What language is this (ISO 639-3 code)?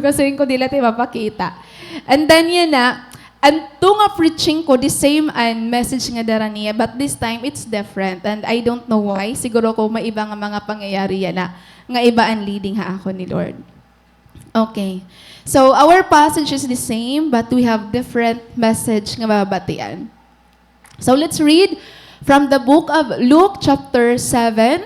war